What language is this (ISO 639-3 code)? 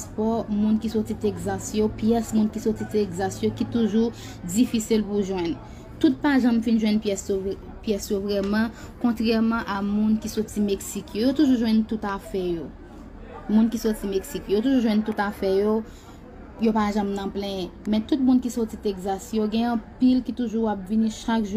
hat